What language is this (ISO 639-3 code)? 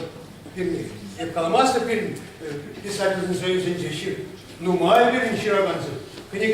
chv